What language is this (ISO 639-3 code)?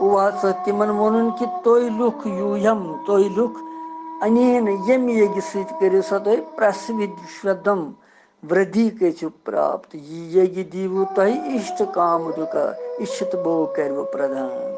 kas